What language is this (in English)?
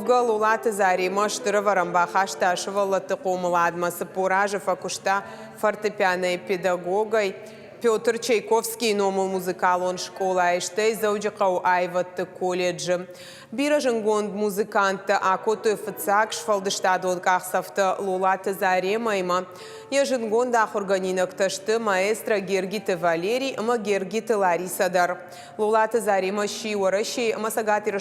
Ossetic